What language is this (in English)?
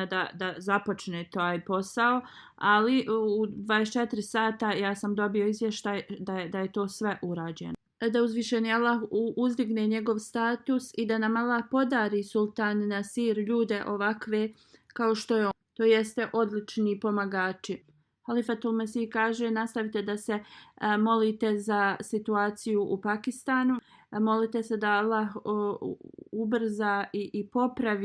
Bosnian